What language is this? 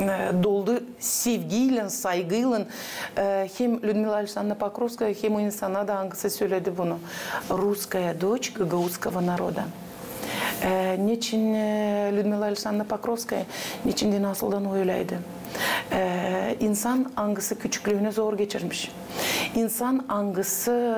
Gagauz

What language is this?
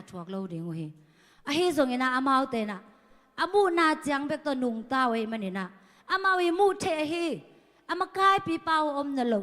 Tedim Chin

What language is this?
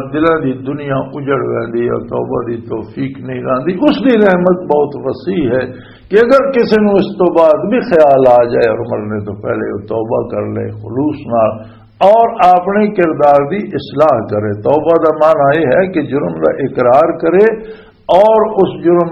Western Panjabi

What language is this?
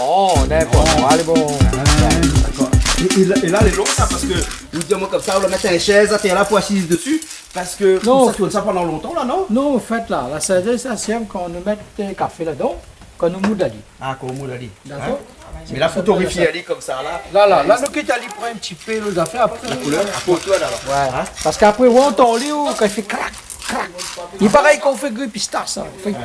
Réunion Creole French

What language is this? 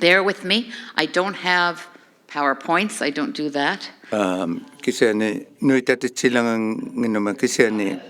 Inuktitut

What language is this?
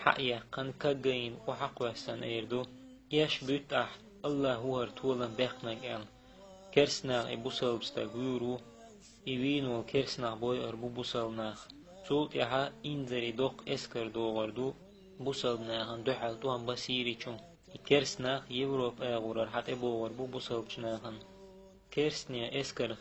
Chechen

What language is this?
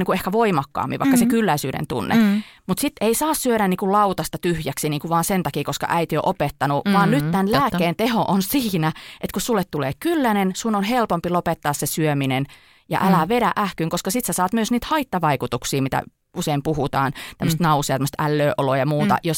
Finnish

